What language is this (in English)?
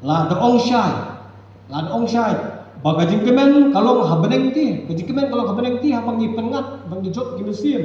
Khasi